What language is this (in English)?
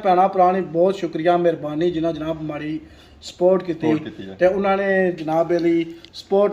Pahari-Potwari